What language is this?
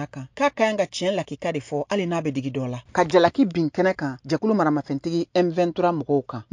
Bambara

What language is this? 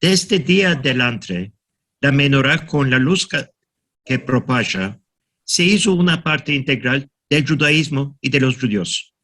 Ladino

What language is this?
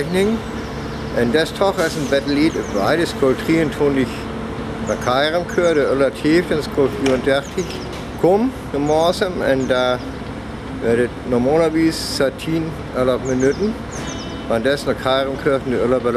Northern Frisian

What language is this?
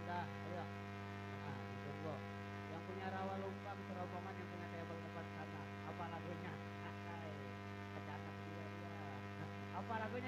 Betawi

